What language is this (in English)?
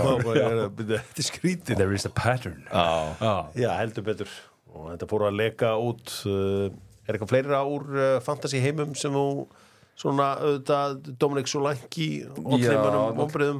Icelandic